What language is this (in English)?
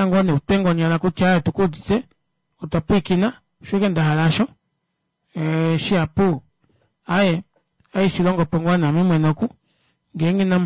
Kuanyama